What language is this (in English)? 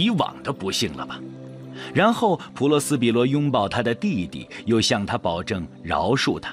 Chinese